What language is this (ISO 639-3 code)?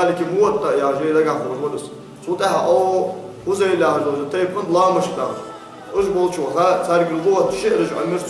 inh